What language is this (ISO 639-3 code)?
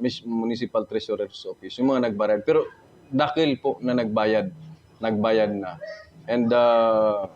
ubl